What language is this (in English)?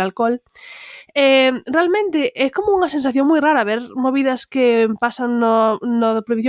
Galician